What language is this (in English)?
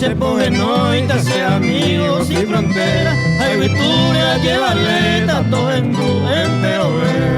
Guarani